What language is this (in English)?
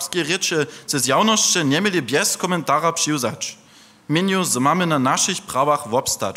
Upper Sorbian